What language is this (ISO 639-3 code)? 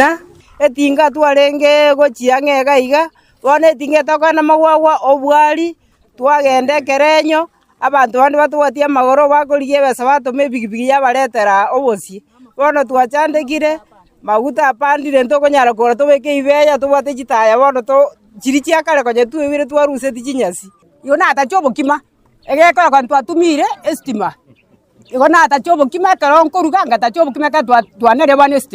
guz